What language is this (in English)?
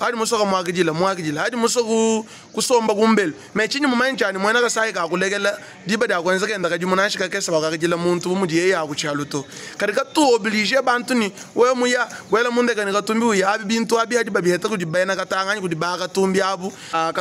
Luba-Lulua